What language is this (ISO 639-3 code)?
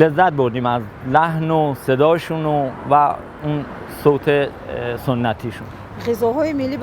tgk